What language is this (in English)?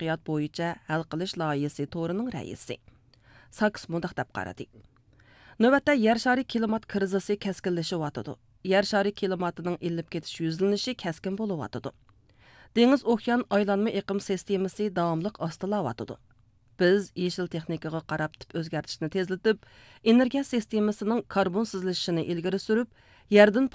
Uyghur